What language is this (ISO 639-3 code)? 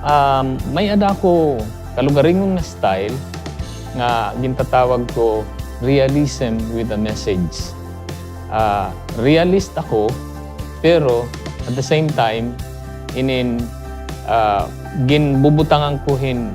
war